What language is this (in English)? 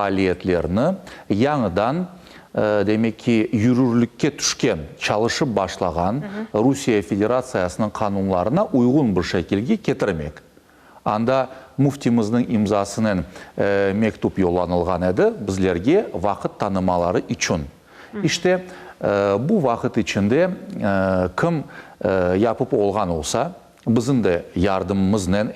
Crimean Tatar